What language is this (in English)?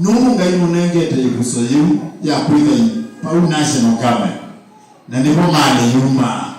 Kamba